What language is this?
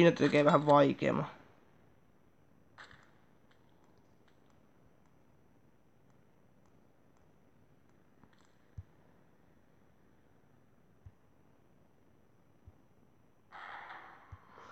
Finnish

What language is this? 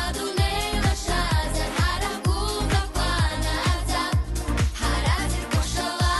Abkhazian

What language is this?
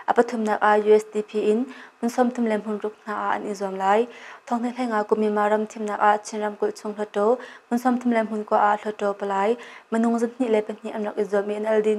Hakha Chin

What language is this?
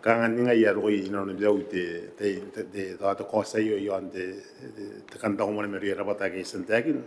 Gilbertese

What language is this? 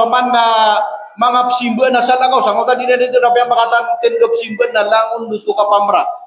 Maranao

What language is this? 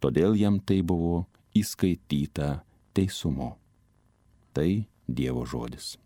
Lithuanian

